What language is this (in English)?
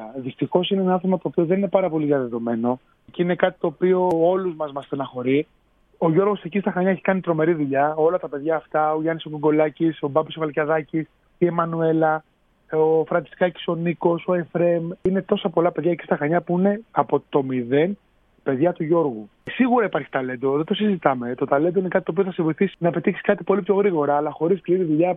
Greek